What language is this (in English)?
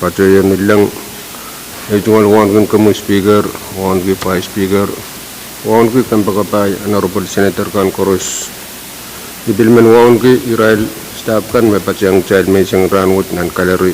Pohnpeian